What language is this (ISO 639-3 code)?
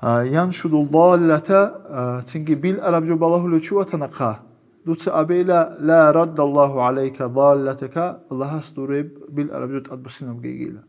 ava